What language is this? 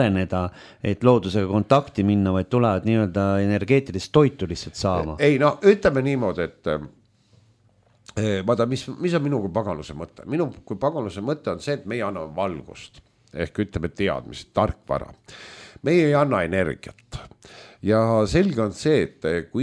Estonian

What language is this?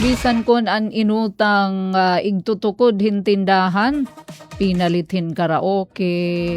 Waray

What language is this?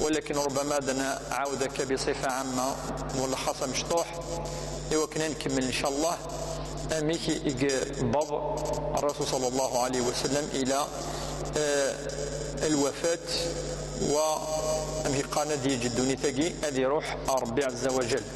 Kabyle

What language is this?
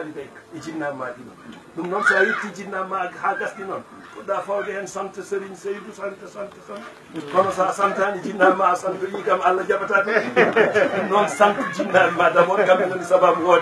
Fula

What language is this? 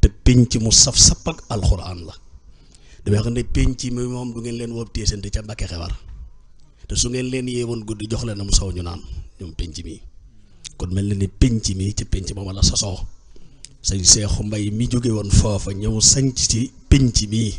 Wolof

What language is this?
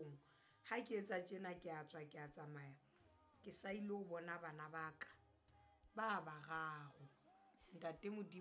Southern Sotho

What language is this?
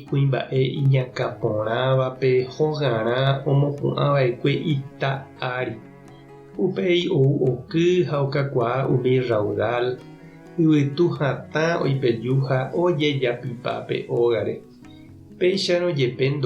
Guarani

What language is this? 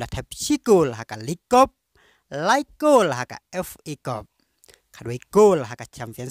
Khasi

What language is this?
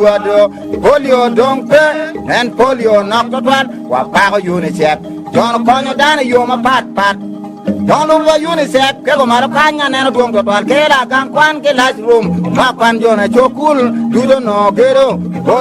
Acoli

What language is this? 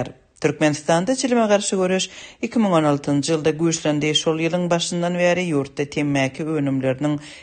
Turkmen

